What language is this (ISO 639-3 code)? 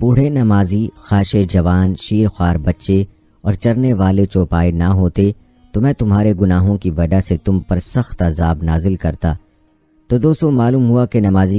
urd